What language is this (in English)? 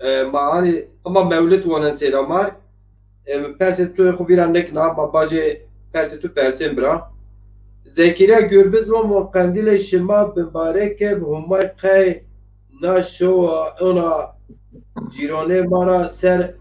Zaza